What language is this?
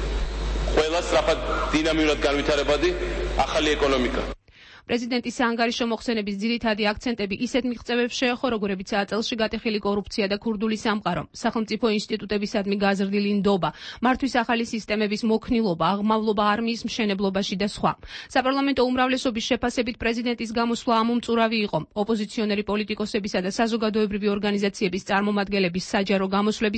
Georgian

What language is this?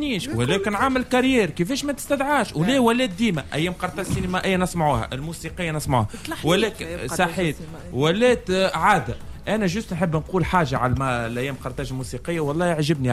Tunisian Arabic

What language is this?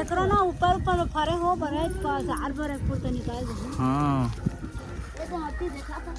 Chhattisgarhi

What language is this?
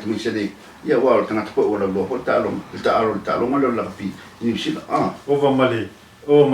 Samoan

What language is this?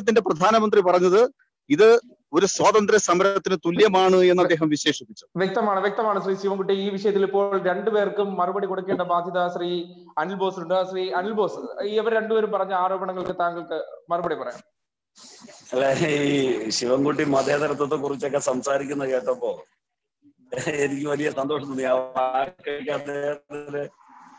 Malayalam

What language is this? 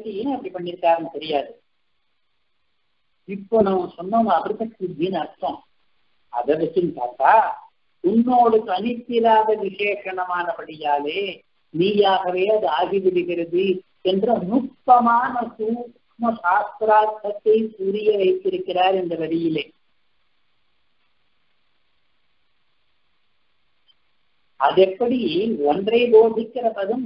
Tamil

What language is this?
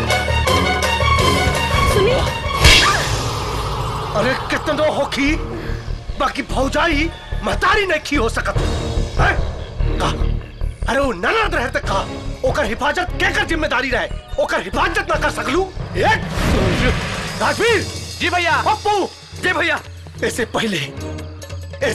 Bhojpuri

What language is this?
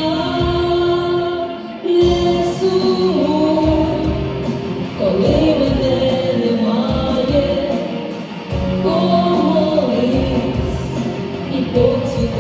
Ukrainian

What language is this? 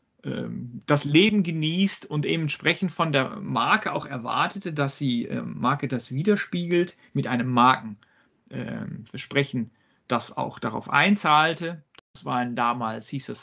German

